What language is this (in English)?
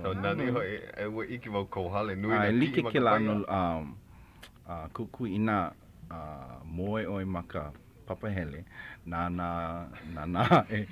Hawaiian